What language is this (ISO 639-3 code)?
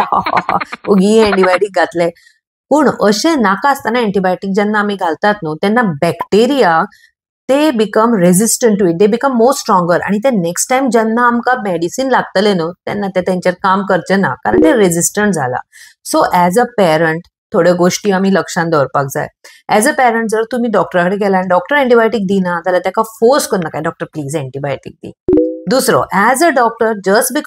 kok